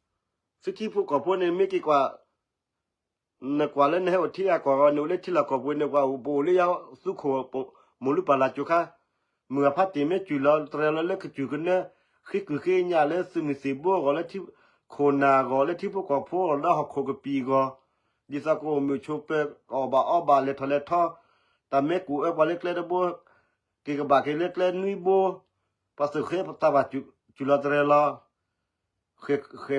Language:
S'gaw Karen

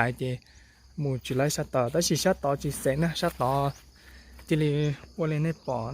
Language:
Hmong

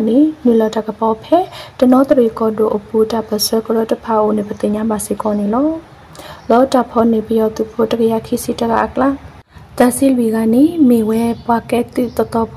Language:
Burmese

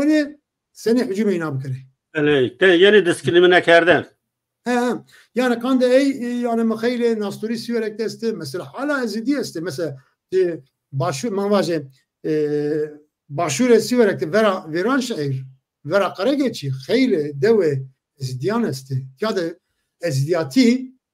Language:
Zaza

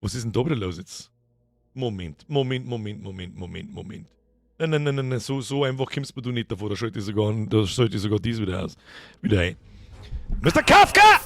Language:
Bavarian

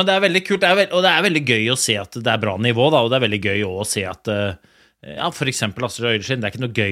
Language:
Norwegian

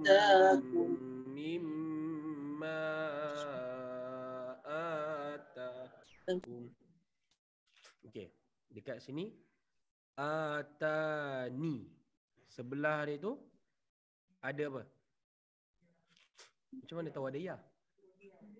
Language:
Malay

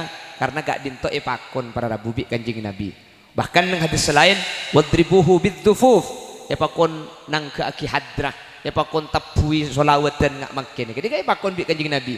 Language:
Madurese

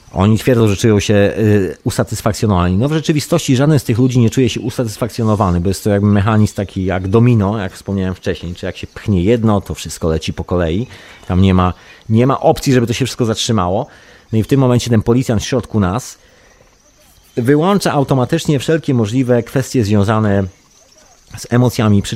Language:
Polish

